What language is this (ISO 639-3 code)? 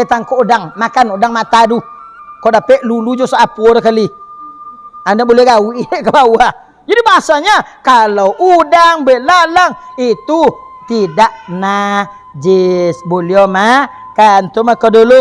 min